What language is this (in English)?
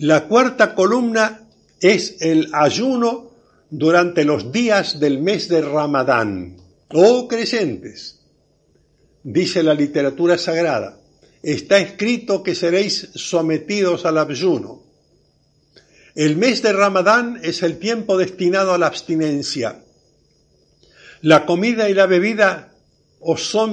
Spanish